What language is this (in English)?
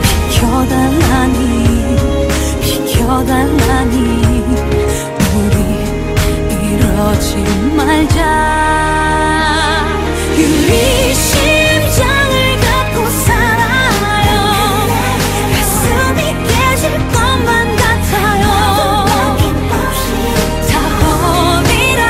Korean